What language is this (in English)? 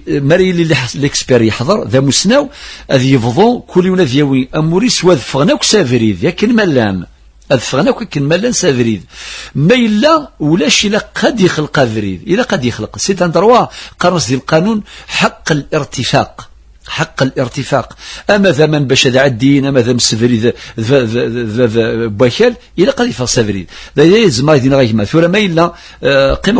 Kabyle